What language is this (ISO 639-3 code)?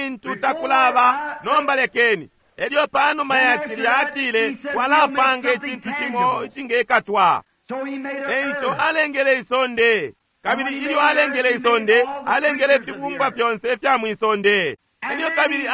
bem